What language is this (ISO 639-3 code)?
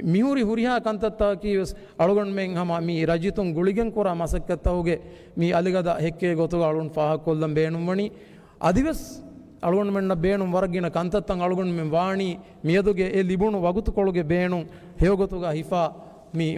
div